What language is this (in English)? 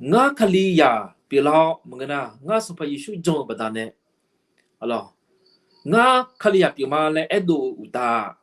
Akha